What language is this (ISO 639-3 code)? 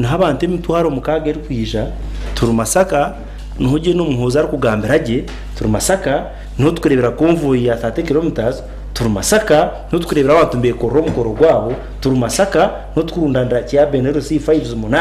nyn